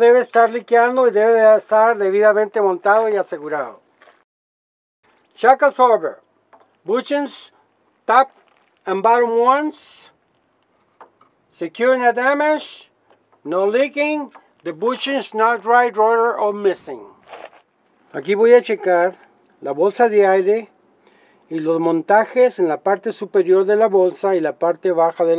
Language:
Spanish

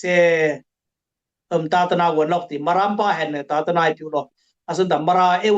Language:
Dimasa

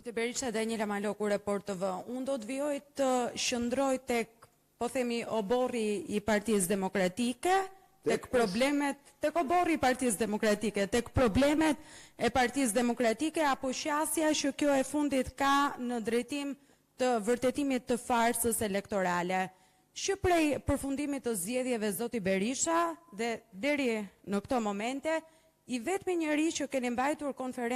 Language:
Albanian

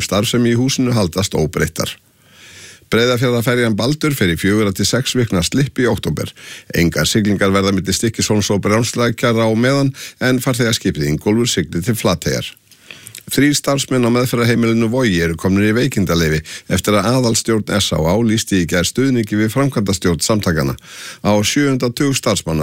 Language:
Icelandic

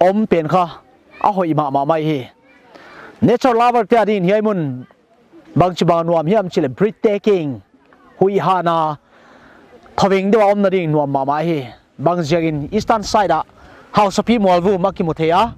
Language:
Paite Chin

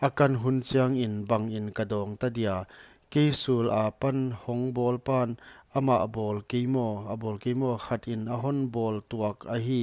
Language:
Paite Chin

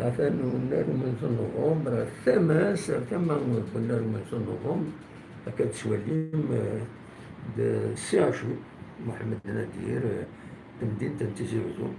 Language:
Kabyle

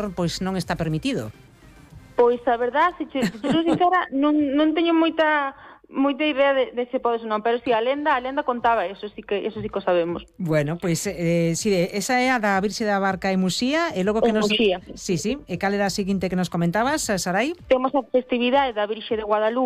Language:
Galician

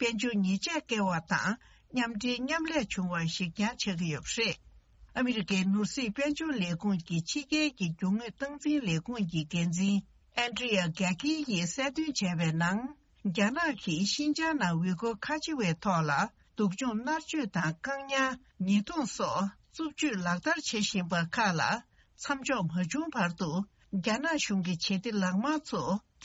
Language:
Tibetan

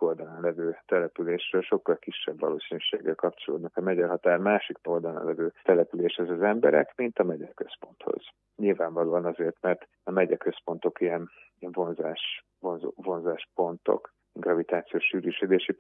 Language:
Hungarian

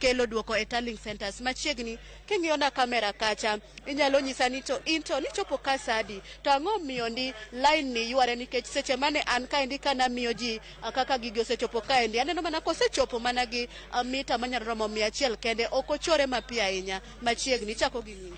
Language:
Luo (Kenya and Tanzania)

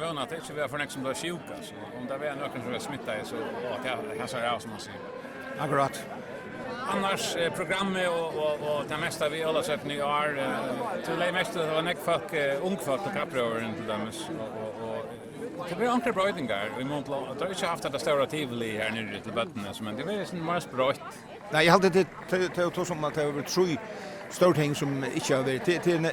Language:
Faroese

